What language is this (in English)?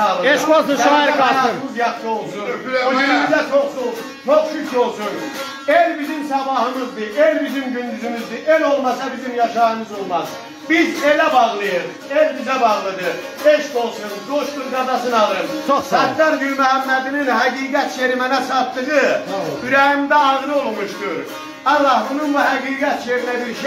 South Azerbaijani